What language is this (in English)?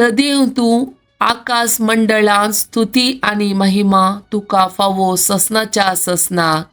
Konkani